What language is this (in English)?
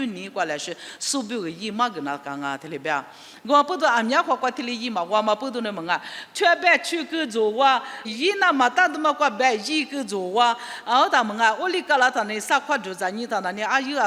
Lisu